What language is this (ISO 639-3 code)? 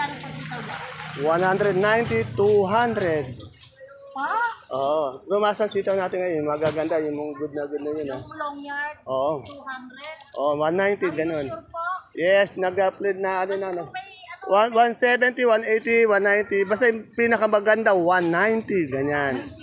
fil